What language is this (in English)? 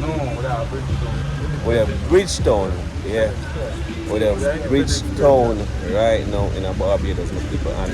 Jamaican Creole English